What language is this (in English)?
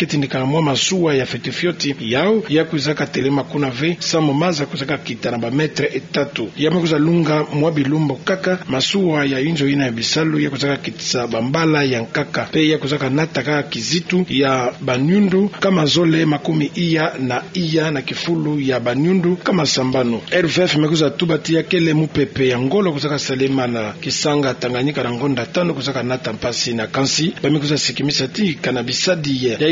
Kituba (Democratic Republic of Congo)